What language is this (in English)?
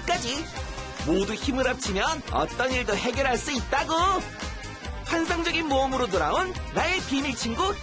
Korean